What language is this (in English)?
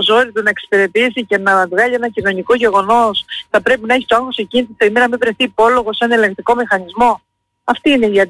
Greek